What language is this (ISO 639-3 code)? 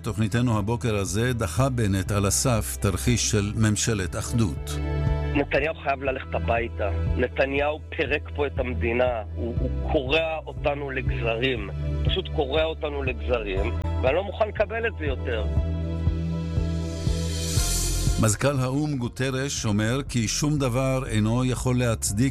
heb